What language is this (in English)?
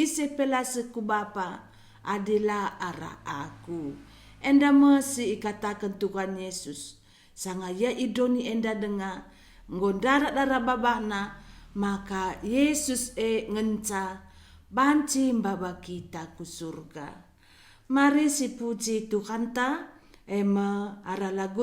Batak Karo